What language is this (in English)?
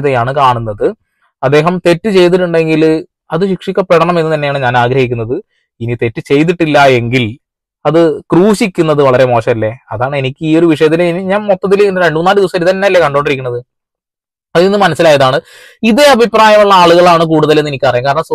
Malayalam